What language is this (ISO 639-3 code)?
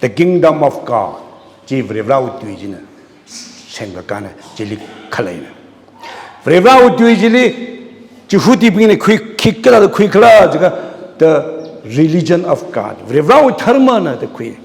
nmf